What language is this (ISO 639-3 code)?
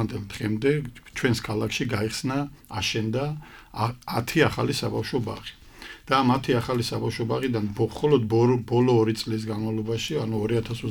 kat